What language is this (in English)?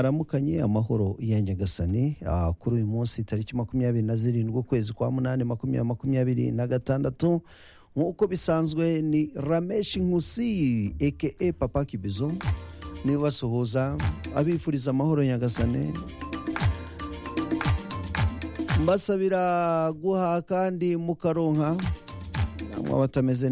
Kinyarwanda